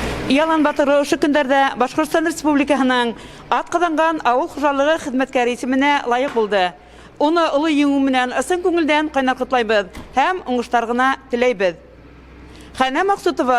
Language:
Bashkir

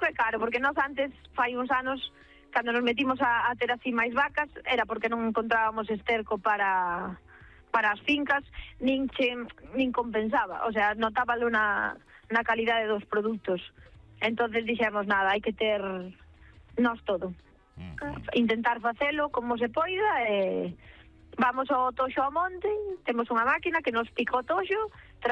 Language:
Galician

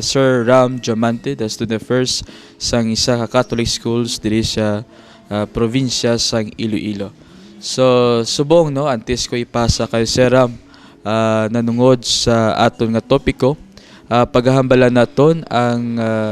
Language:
Hiligaynon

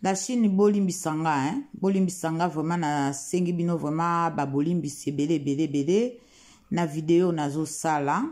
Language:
Lingala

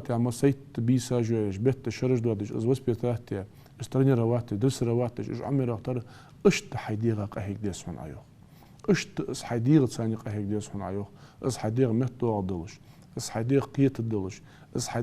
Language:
Ingush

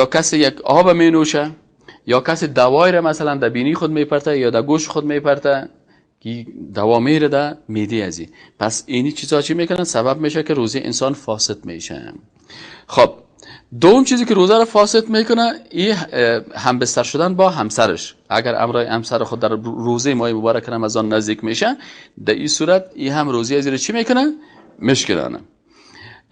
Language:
Persian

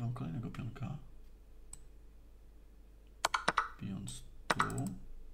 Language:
Polish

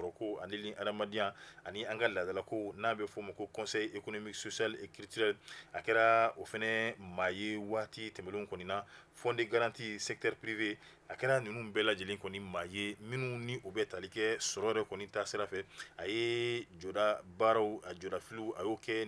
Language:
Bambara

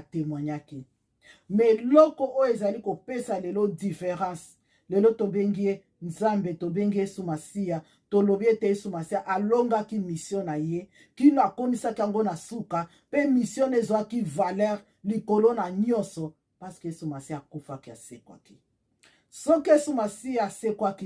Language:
Lingala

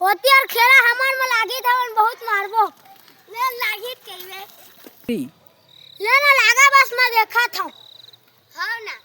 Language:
Chhattisgarhi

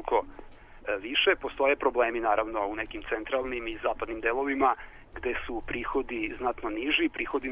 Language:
Serbian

